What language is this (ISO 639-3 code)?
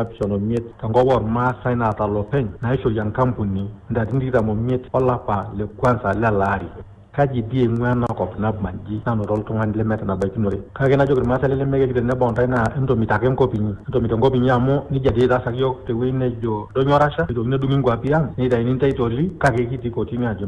mas